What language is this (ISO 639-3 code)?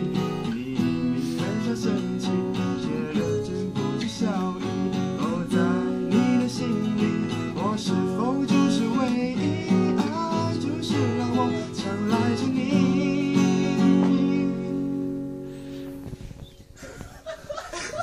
zho